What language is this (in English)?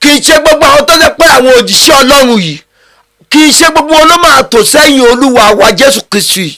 Yoruba